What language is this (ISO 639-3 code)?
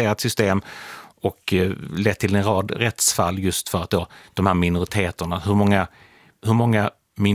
swe